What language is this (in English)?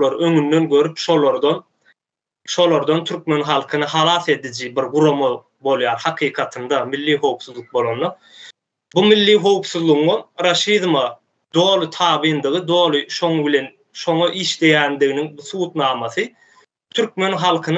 Turkmen